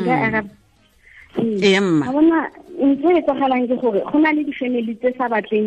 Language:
Tswana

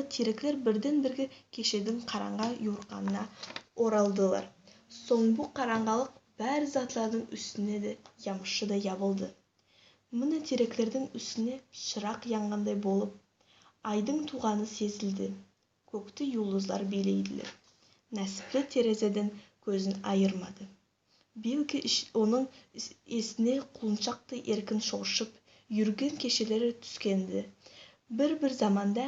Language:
Nogai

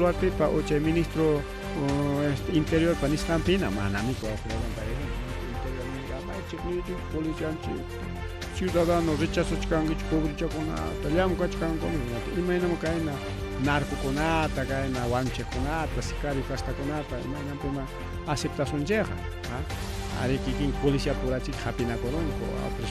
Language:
Ayacucho Quechua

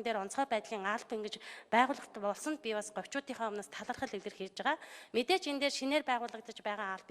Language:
Mongolian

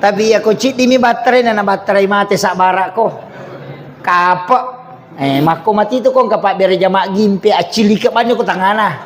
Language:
Buginese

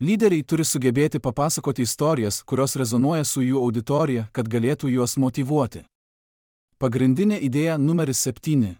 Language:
Lithuanian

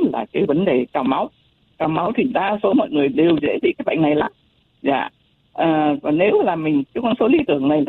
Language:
Vietnamese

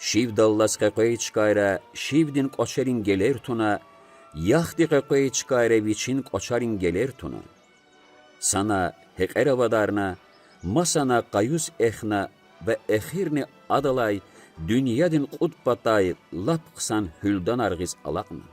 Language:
Lezghian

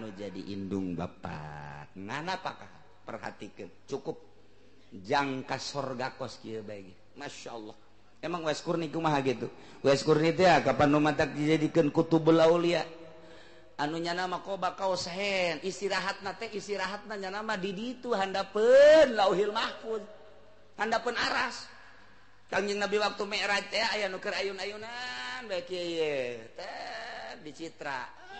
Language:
Sundanese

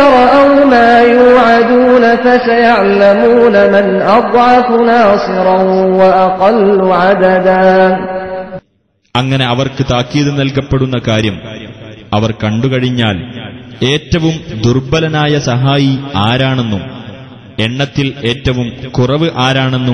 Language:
Malayalam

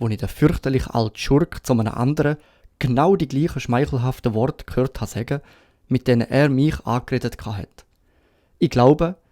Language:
Swiss German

